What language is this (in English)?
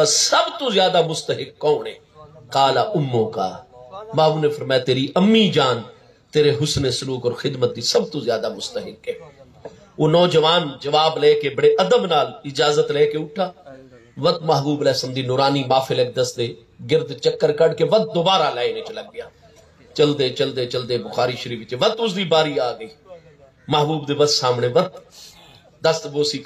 Saraiki